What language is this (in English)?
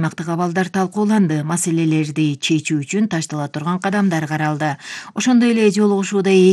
Kyrgyz